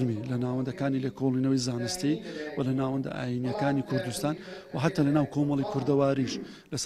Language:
Central Kurdish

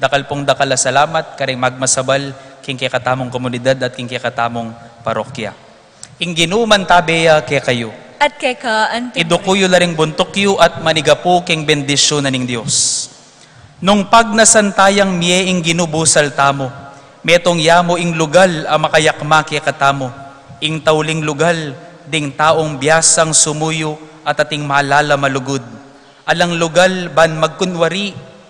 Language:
Pampanga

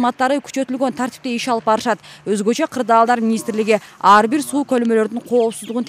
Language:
Kyrgyz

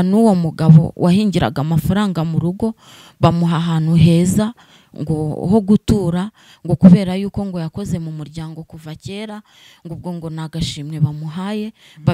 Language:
Kinyarwanda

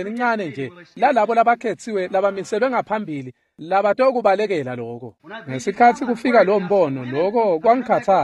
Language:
Swati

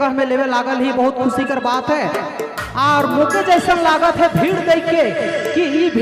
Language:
Sadri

